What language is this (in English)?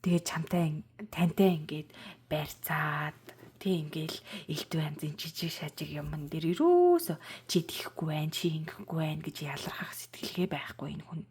Mongolian